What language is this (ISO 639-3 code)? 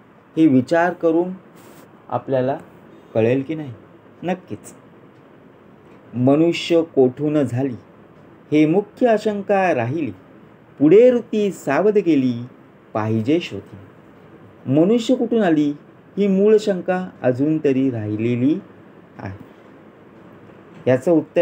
mar